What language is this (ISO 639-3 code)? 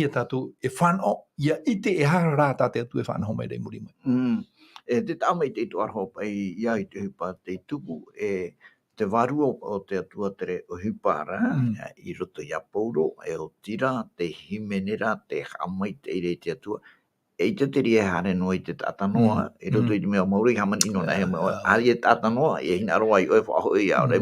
tah